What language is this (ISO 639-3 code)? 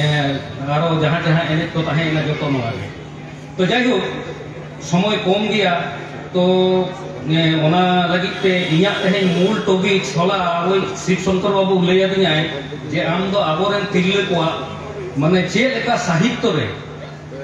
sat